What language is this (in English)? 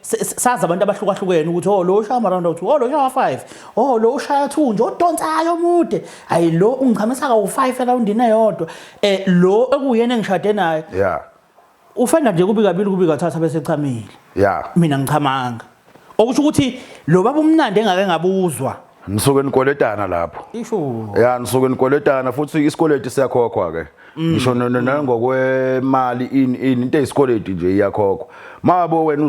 Zulu